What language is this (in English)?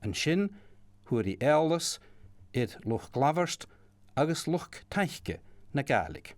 Scottish Gaelic